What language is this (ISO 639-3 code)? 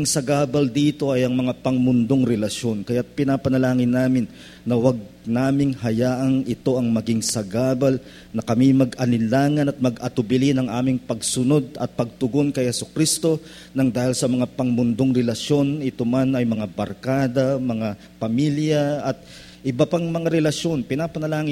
fil